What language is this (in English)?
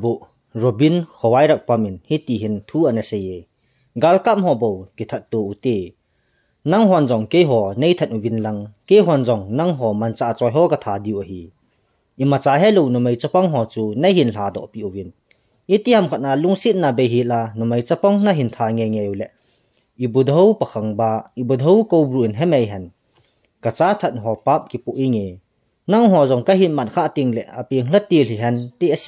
Thado Chin